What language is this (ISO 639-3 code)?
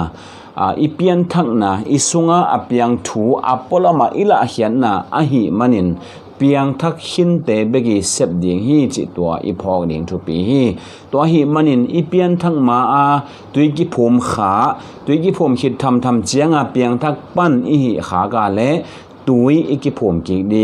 ctd